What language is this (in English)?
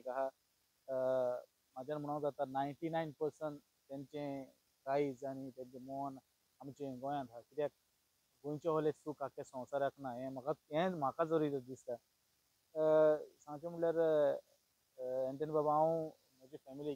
Konkani